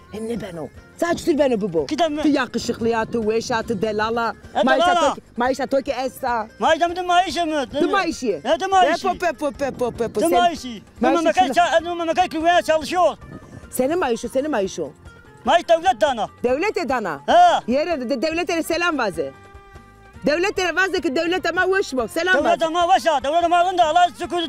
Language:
Zaza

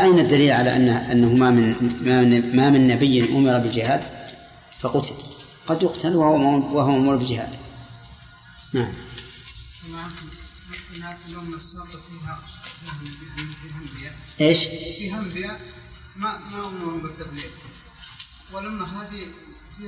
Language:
Arabic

